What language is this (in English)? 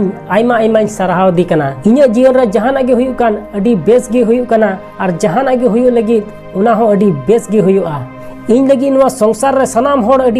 Santali